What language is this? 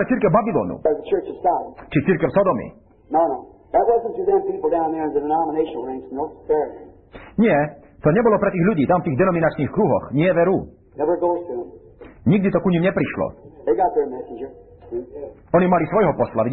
Slovak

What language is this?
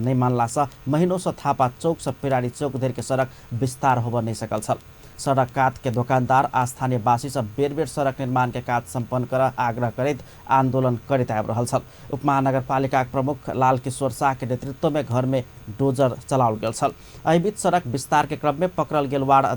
Maithili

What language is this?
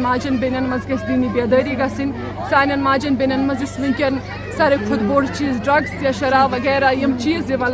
Kashmiri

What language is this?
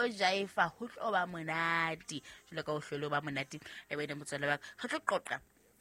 Southern Sotho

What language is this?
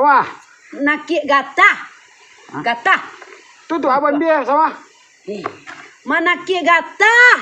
Minangkabau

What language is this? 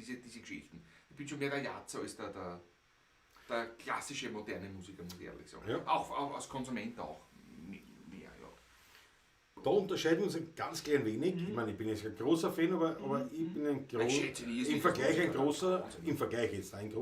Bavarian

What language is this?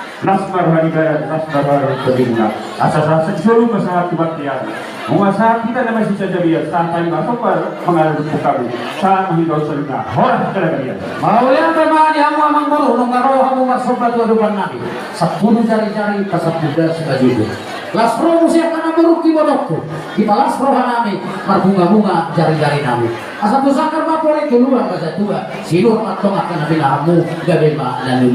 Batak Toba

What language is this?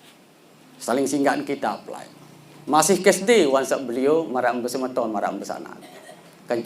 Sasak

